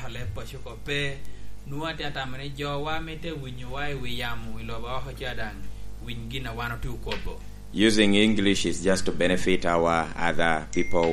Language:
Lango (Uganda)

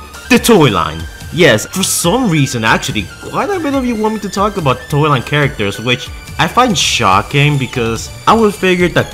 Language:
English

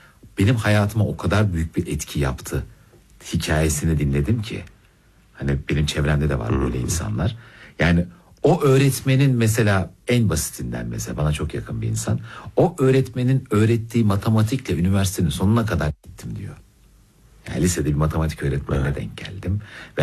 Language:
Turkish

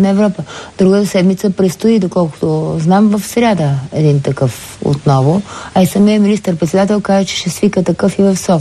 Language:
Bulgarian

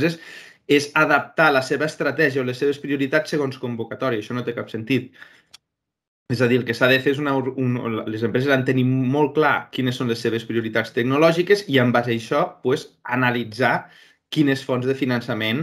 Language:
Catalan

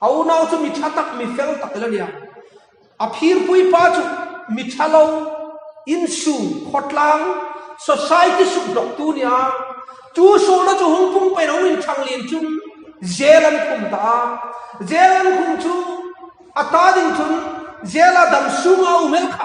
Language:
Hmar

